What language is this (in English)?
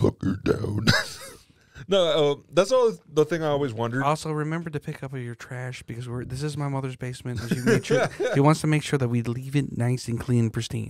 English